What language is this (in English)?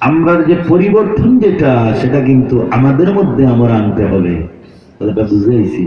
Sylheti